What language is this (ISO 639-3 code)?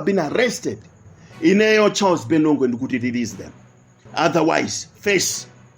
nya